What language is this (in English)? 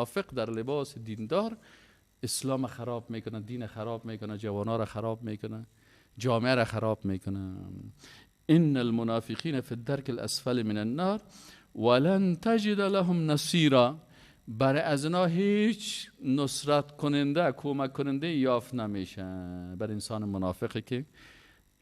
Persian